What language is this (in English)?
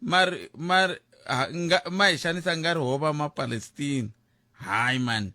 Tsonga